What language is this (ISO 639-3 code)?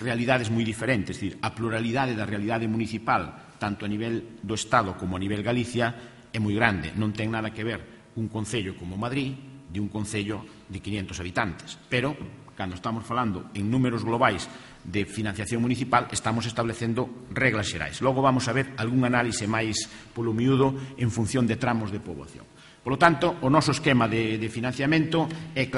glg